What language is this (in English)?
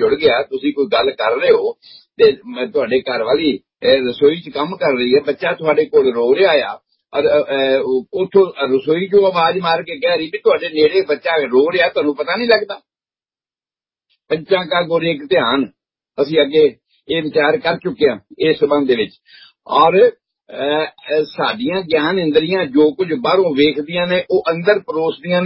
Punjabi